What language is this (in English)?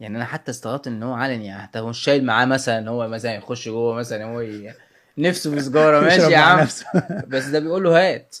Egyptian Arabic